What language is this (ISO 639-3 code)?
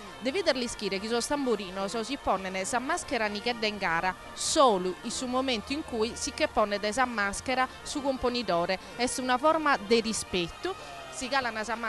srd